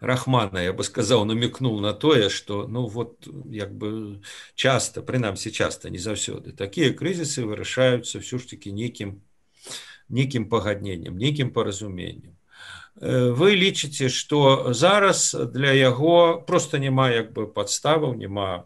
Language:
Belarusian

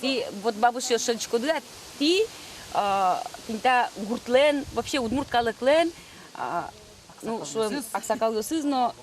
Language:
Udmurt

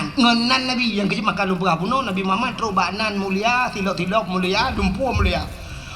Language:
Achinese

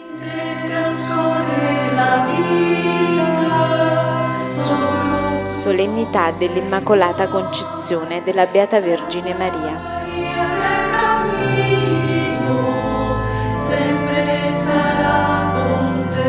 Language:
Italian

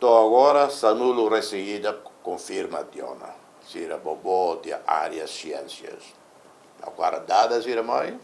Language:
Tetum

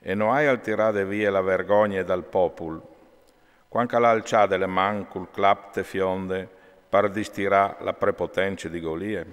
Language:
Friulian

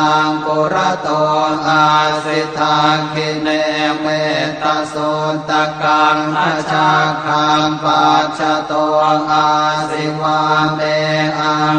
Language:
Pali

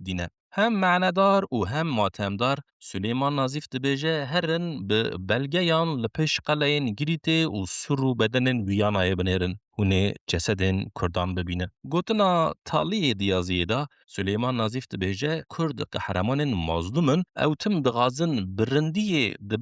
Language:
Kurdish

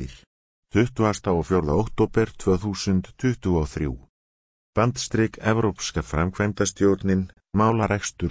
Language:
Icelandic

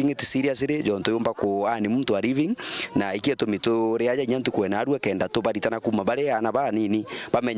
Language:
Meru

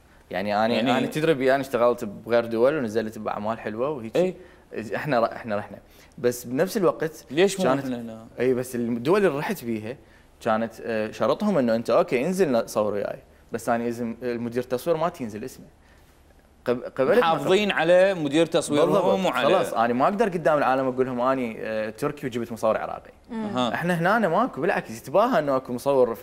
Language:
Mesopotamian Arabic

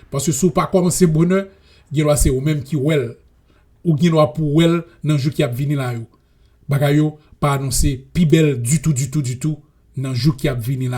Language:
Haitian Creole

